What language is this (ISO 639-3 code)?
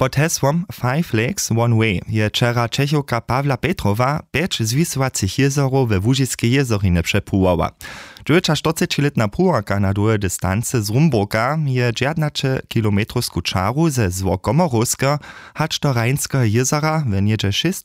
hsb